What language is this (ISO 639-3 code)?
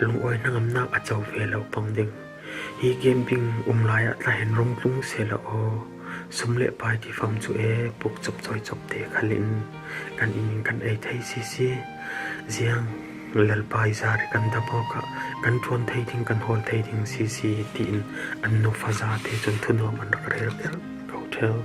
cfm